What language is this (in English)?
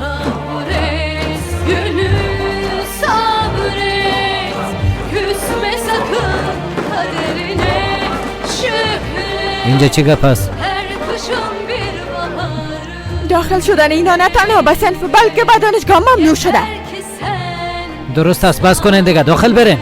Persian